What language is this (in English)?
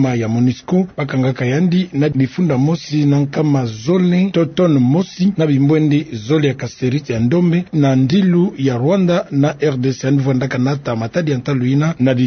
Kituba (Democratic Republic of Congo)